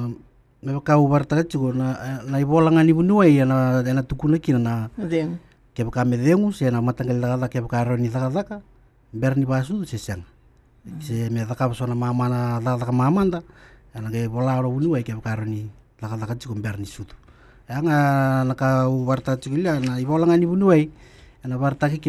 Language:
Fijian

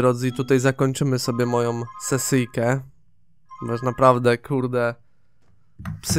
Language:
Polish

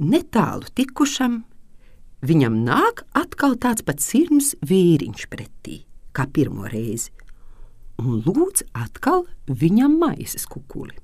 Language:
Latvian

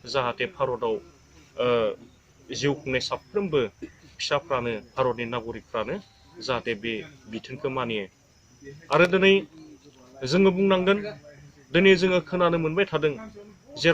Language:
Bodo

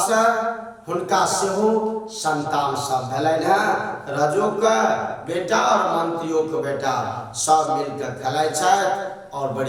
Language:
Maithili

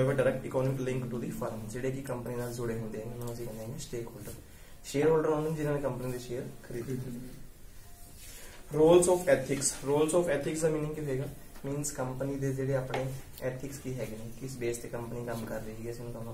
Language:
Punjabi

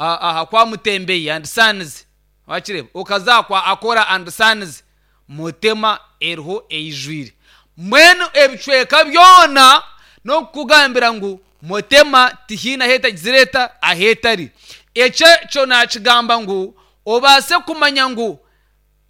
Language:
Nyankole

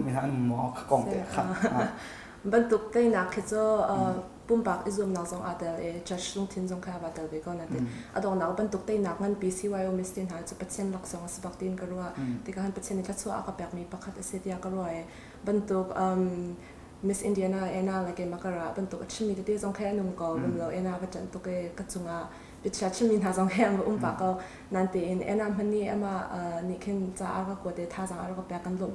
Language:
Hakha Chin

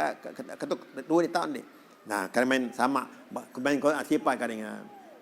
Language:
Sasak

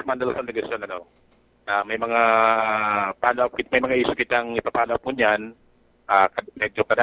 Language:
Bikol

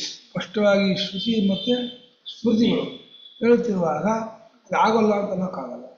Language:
Kannada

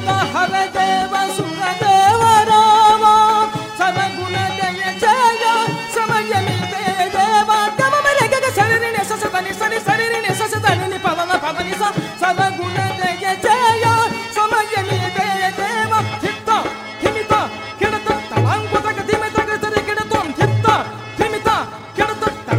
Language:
Telugu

